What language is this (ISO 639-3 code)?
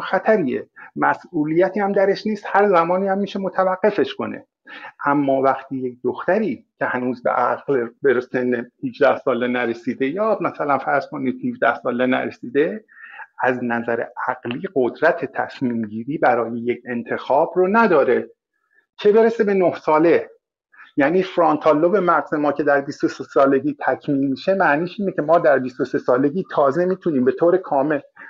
fas